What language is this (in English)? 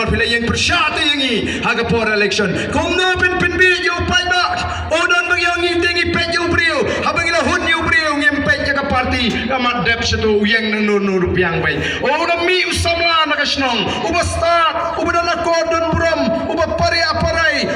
Khasi